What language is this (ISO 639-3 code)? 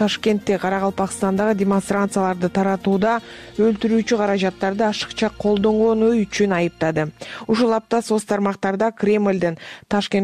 kir